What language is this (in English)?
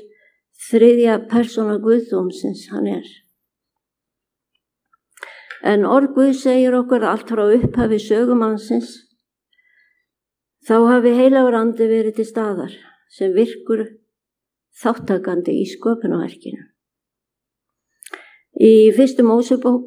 Icelandic